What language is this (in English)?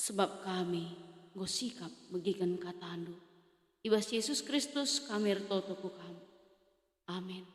Batak Karo